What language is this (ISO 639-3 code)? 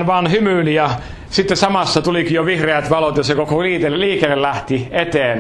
fin